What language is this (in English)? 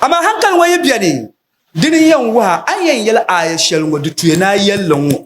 Dagbani